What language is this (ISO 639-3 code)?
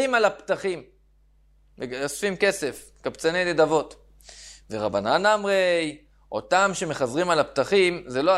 heb